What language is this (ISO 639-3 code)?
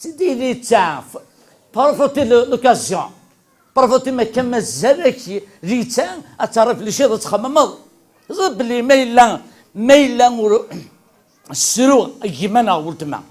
kab